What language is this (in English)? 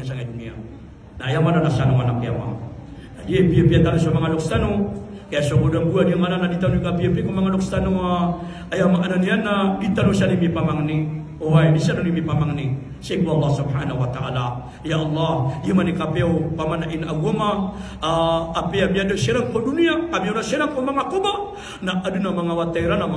Maranao